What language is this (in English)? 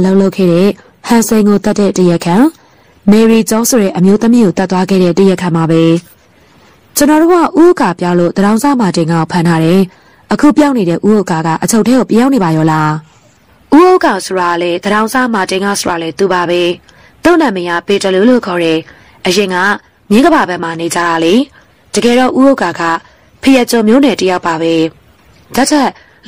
Burmese